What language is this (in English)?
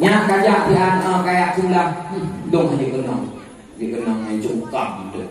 Achinese